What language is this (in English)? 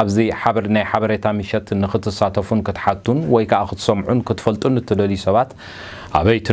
Tigrinya